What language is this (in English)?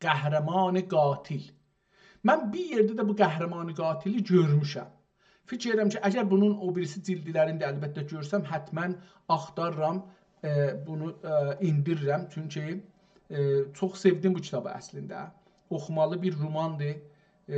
South Azerbaijani